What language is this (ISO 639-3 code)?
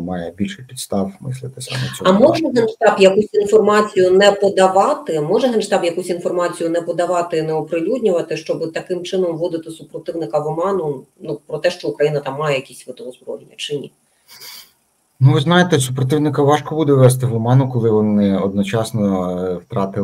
ukr